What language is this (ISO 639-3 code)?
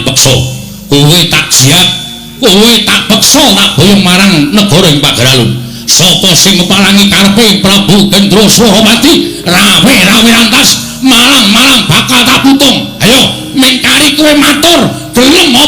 jav